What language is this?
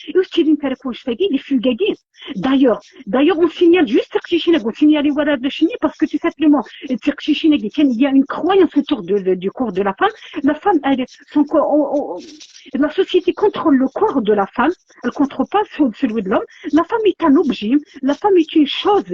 Kabyle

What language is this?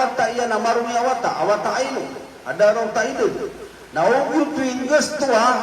Maranao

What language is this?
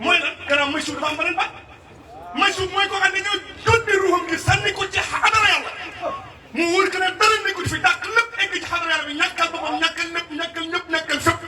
Wolof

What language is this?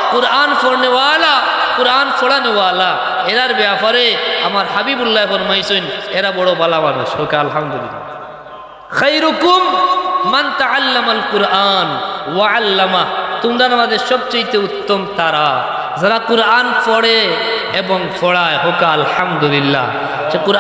Sylheti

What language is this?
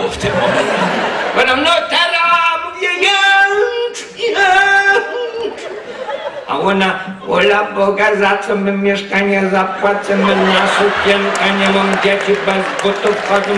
Silesian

